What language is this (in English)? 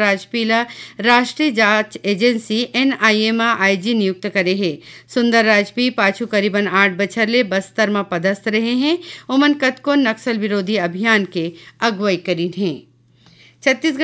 Chhattisgarhi